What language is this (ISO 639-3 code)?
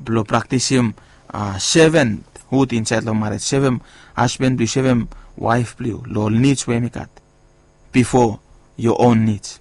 bis